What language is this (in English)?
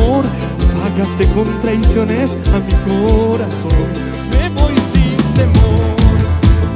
Spanish